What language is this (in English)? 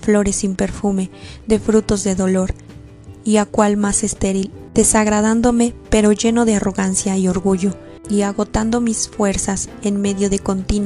Spanish